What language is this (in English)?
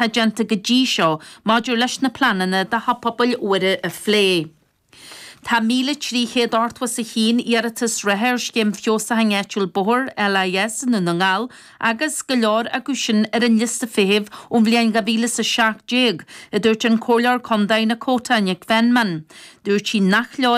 Irish